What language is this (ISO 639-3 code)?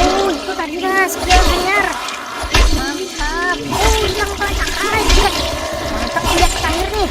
bjn